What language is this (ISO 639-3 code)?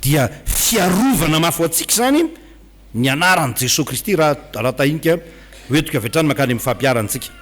mlg